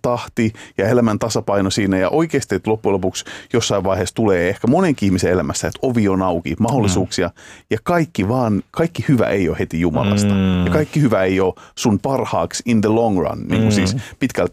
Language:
Finnish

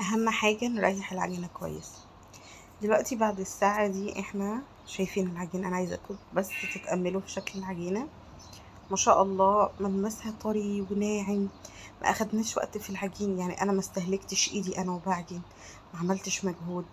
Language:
Egyptian Arabic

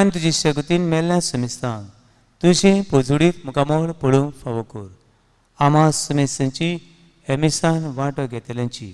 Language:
Konkani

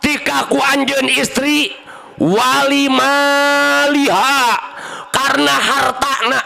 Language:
Sundanese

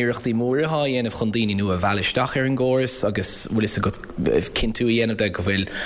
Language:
Irish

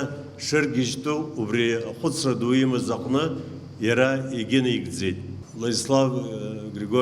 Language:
Abkhazian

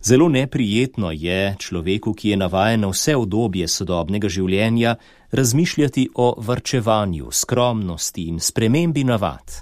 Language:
Slovenian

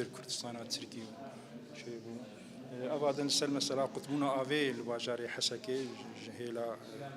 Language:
Kurdish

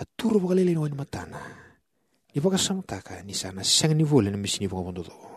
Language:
Fijian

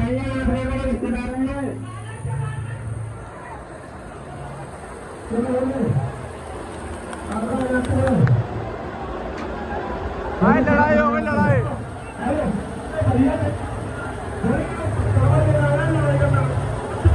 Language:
Hindi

